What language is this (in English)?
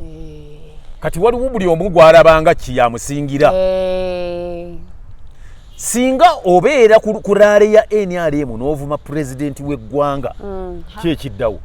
Ganda